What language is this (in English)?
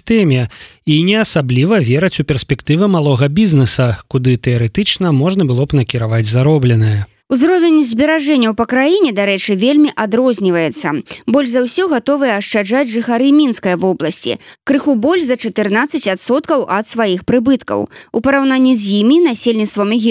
Belarusian